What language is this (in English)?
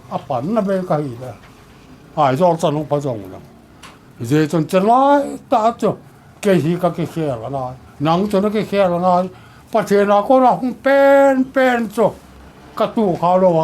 Mizo